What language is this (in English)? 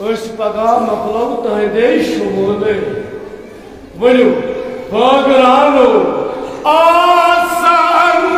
Kashmiri